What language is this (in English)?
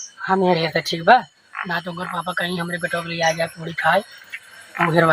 Awadhi